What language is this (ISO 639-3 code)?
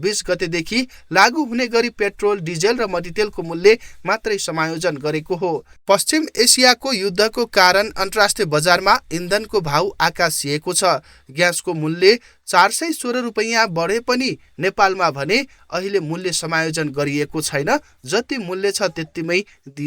nep